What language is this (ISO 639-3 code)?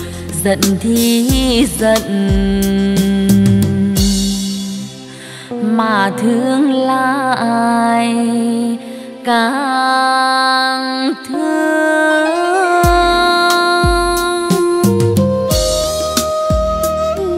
vie